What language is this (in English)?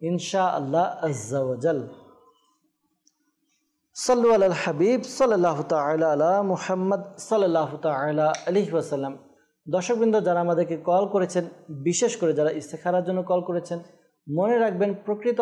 Bangla